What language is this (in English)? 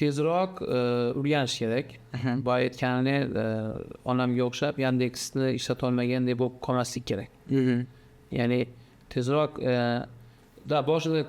Uzbek